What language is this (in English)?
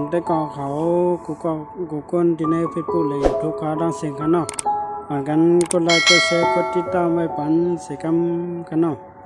Shan